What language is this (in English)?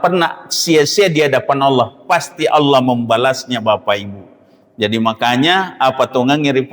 Buginese